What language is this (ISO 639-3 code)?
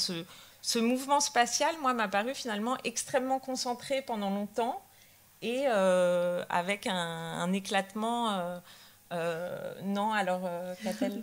fra